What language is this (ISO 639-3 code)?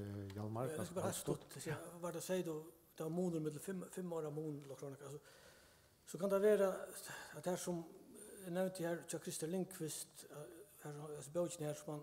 fao